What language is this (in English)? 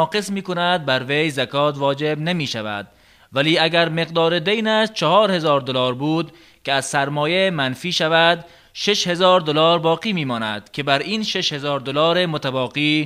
Tajik